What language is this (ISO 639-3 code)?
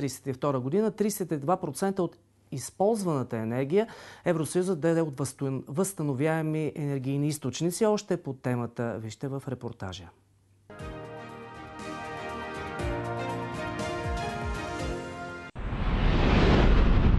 bul